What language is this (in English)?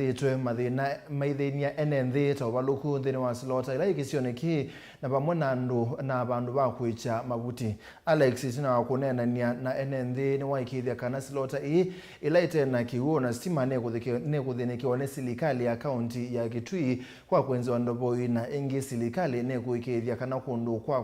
Kamba